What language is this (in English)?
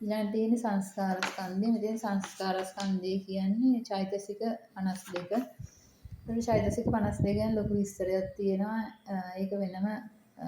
Sinhala